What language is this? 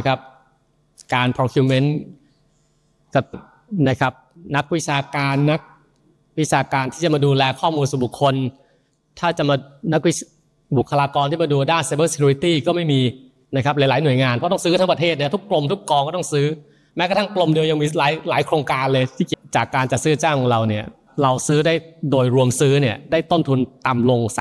Thai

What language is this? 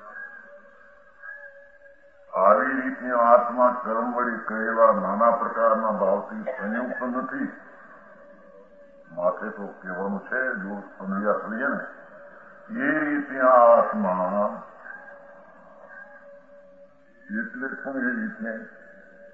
Gujarati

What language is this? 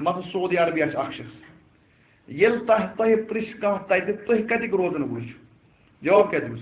Kashmiri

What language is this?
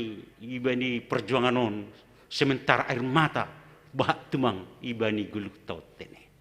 Batak Simalungun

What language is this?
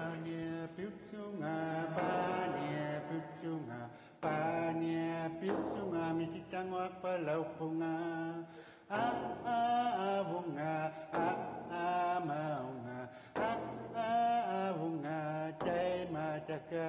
Kalaallisut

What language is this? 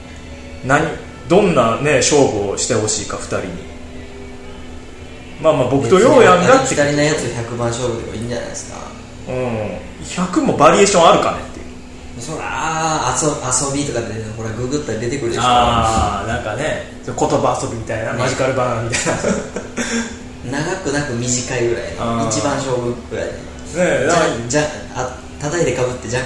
Japanese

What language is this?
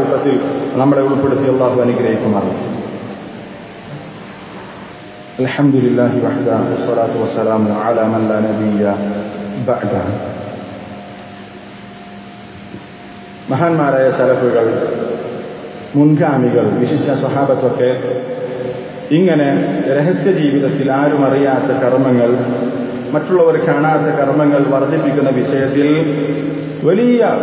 Malayalam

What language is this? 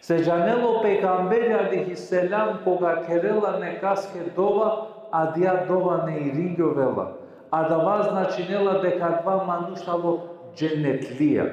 Balkan Romani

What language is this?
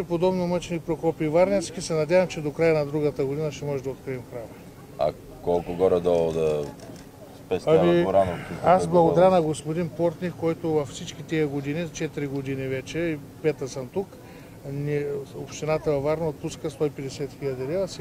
Bulgarian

